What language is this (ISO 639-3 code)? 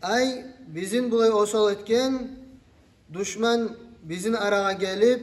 kum